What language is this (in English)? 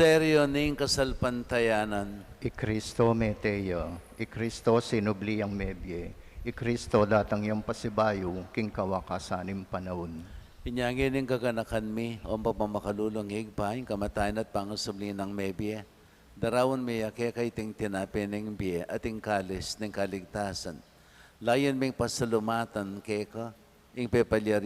Pampanga